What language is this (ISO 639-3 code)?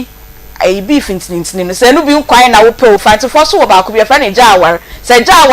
aka